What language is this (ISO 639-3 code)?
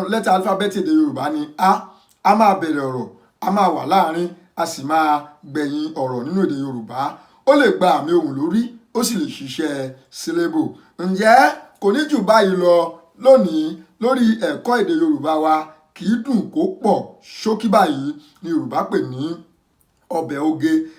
yor